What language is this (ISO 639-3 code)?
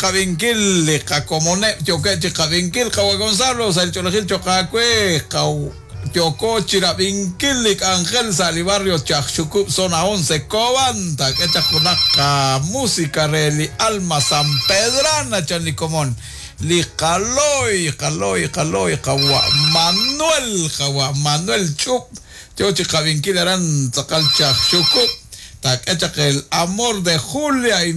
kek